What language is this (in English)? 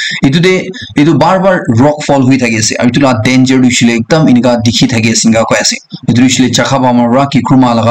Naga Pidgin